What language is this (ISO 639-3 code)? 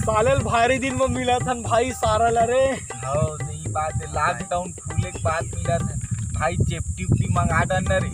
hne